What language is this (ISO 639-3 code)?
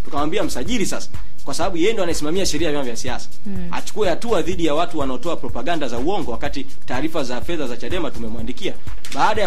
swa